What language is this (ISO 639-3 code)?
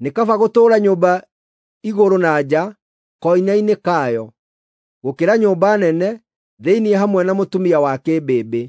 kik